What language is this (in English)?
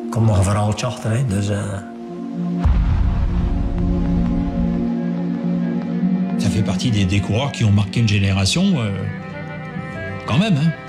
Dutch